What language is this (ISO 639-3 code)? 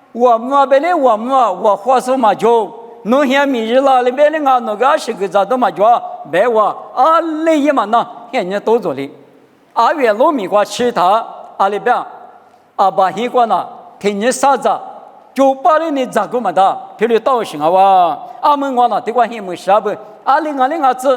lis